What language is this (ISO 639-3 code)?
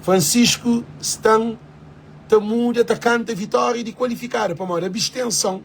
kea